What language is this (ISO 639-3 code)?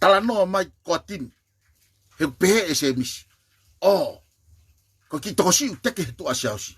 ton